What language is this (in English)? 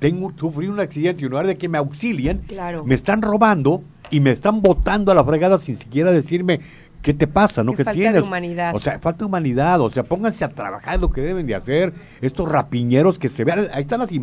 Spanish